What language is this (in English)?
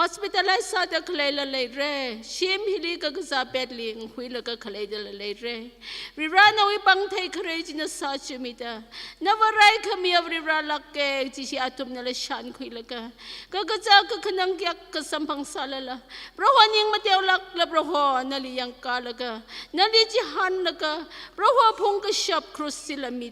Tangkhul Naga (India)